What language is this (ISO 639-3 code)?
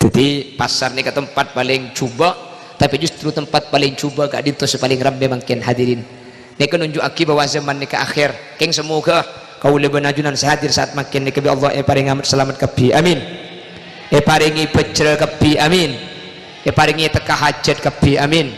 mad